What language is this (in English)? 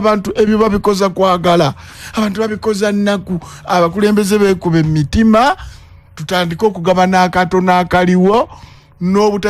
Ganda